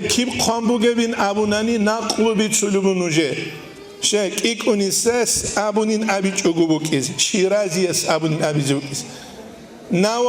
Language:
Avaric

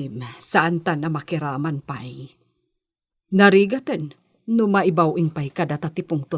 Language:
Iloko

